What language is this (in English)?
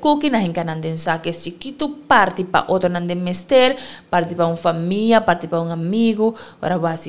Papiamento